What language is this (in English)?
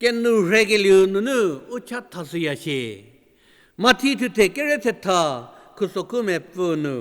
Angami Naga